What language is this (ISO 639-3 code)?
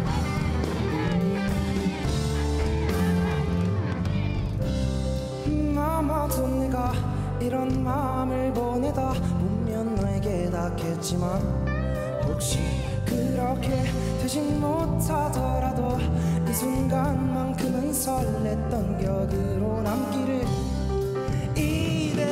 kor